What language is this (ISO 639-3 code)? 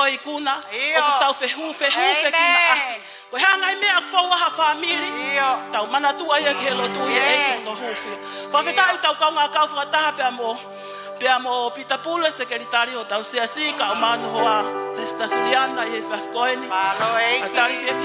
ton